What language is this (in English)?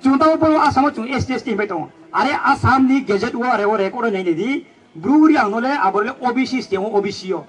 Riang (India)